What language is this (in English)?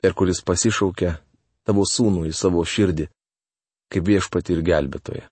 Lithuanian